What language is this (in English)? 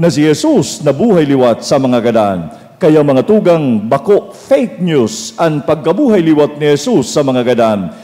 Bikol